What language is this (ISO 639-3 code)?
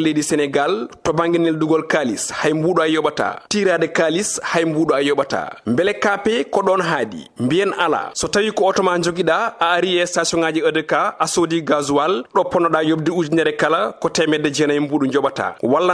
ful